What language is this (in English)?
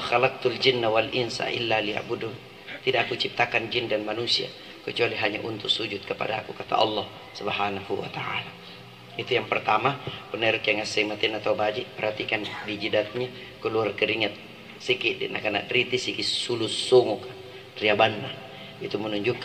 Makasar